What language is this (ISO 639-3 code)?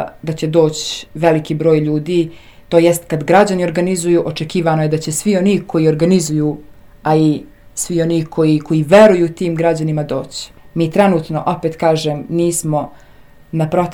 srp